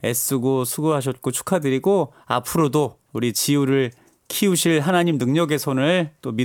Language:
Korean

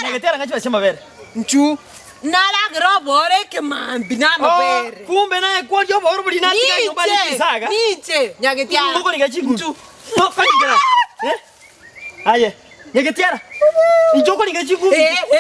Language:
Gusii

